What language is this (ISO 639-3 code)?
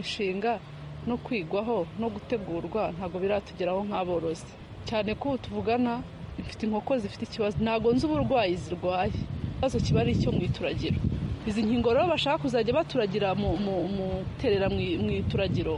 kin